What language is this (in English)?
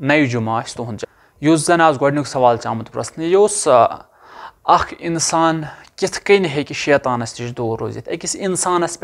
Kashmiri